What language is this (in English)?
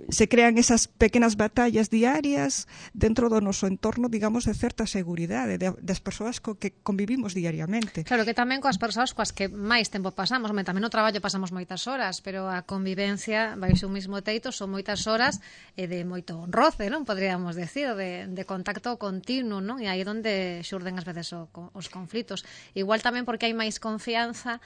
Galician